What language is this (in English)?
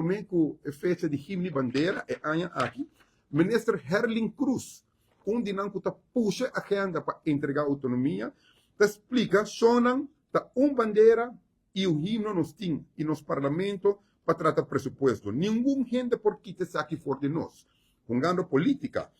Papiamento